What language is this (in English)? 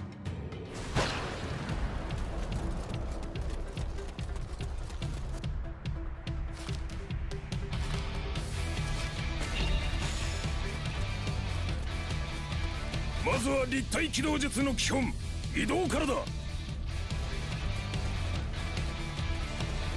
Japanese